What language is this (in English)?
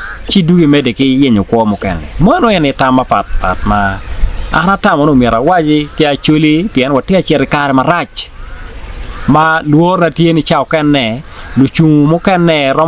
Acoli